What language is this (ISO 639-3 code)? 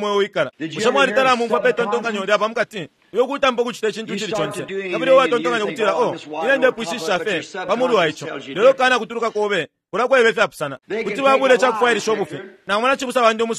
bem